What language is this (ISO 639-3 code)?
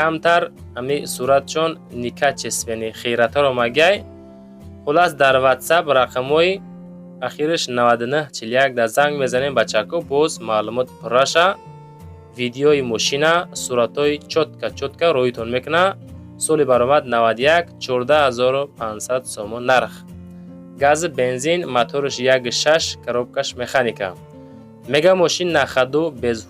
tgk